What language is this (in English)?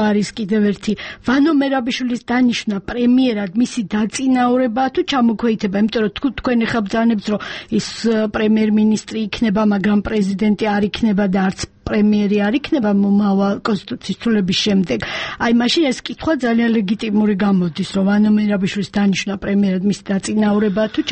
Georgian